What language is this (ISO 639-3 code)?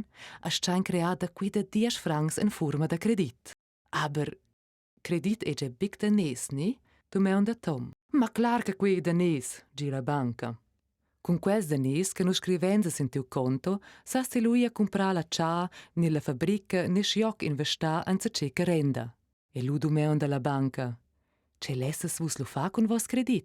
roh